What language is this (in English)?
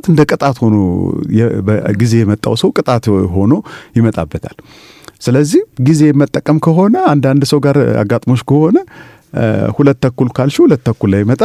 Amharic